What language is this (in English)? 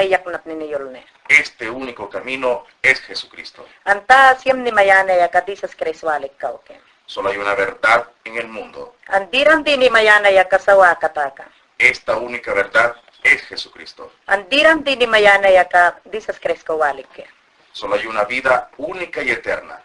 Mayangna